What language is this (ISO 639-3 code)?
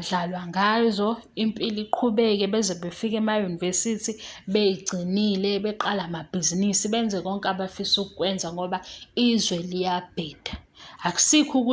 zul